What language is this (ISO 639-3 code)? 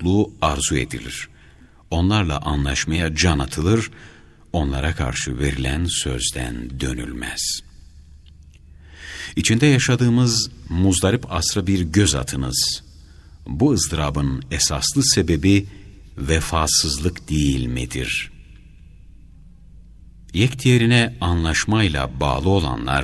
tur